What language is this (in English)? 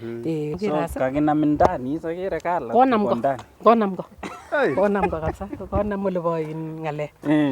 Nandi